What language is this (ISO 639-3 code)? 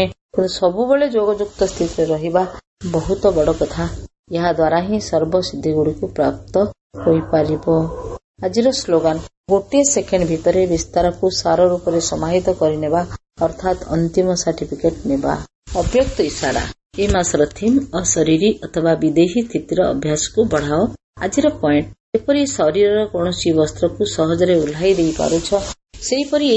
ori